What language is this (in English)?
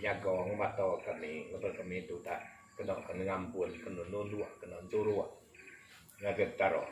Iban